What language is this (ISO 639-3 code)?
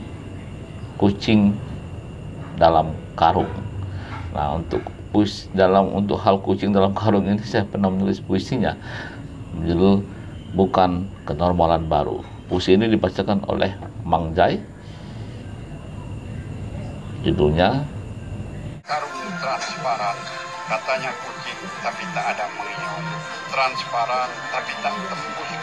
ind